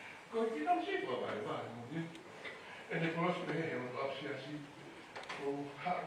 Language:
Tongan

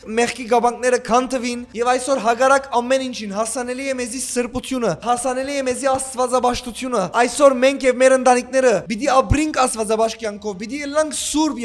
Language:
Western Armenian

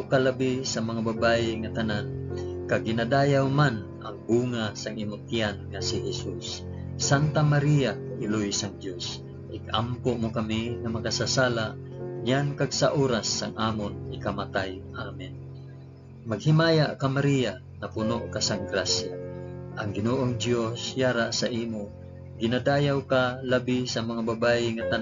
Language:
Hiligaynon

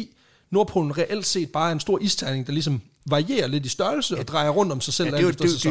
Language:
Danish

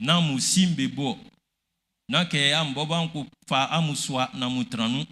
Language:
Baoulé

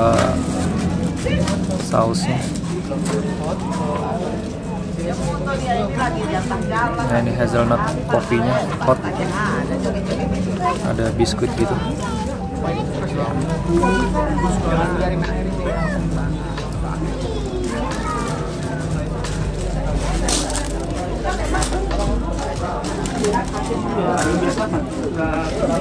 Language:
Indonesian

